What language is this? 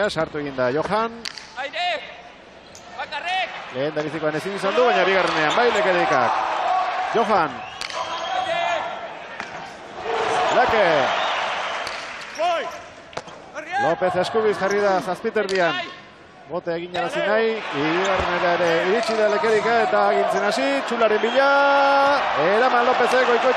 Basque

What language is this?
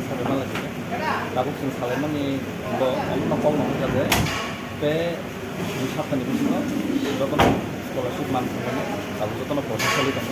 Kok Borok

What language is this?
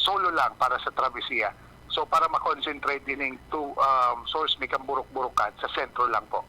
Bikol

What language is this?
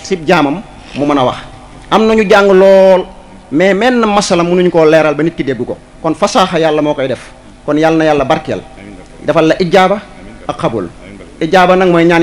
Wolof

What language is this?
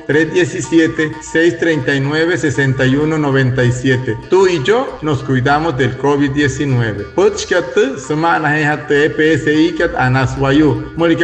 Wayuu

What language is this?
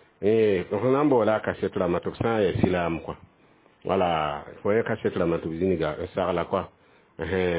Mossi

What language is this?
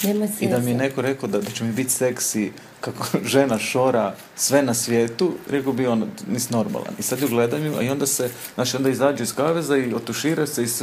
Croatian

